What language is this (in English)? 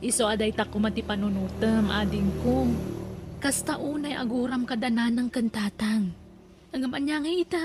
Iloko